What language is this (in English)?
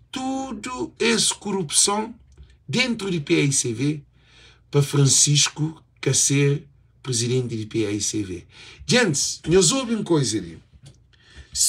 Kabuverdianu